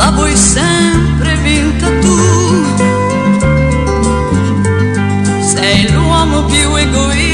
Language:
Italian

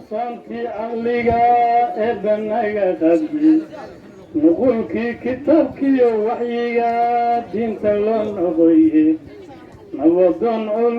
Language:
Somali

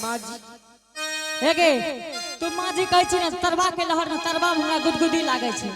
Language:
Angika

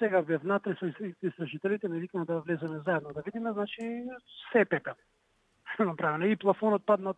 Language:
Macedonian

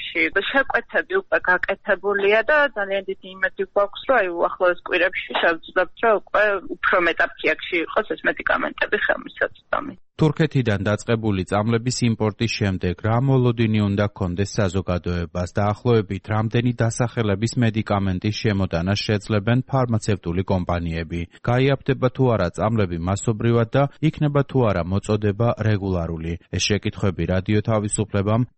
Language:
Georgian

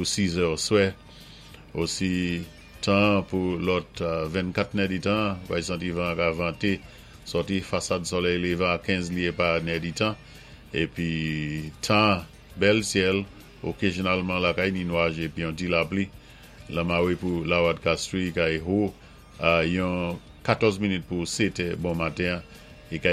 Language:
Saint Lucian Creole French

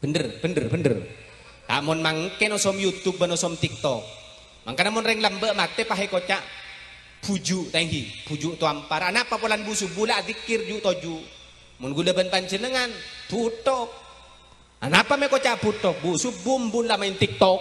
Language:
Madurese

